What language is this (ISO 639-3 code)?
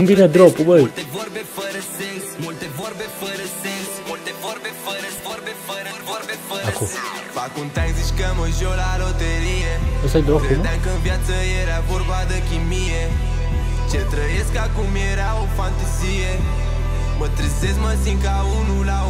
ron